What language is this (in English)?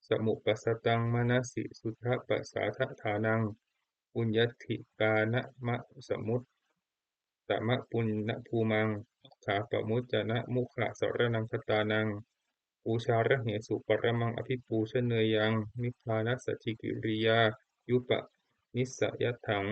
Pali